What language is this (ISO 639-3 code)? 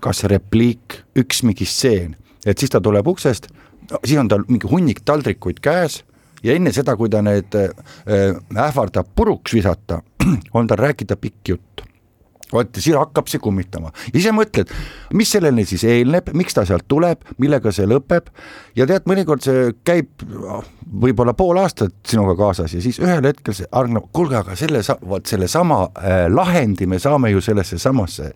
est